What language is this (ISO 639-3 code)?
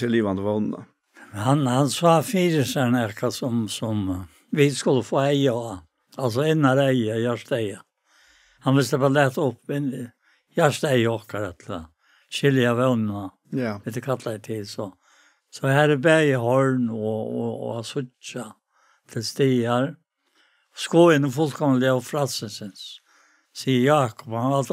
fao